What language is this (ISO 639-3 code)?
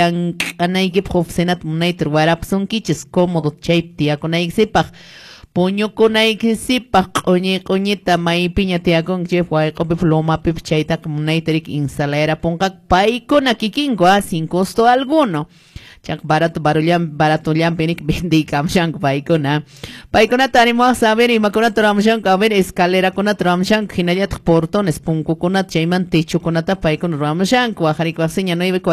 que